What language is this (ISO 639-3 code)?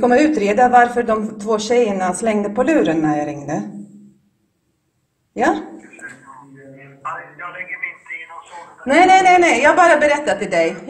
swe